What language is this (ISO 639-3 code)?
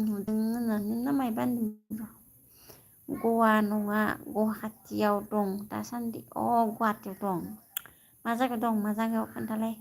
brx